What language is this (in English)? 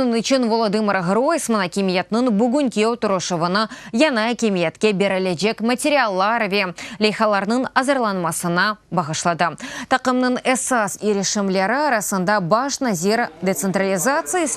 Crimean Tatar